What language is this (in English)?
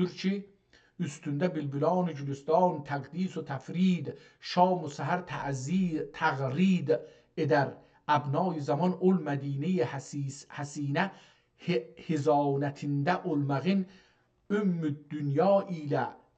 South Azerbaijani